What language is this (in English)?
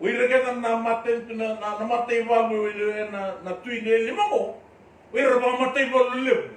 Fijian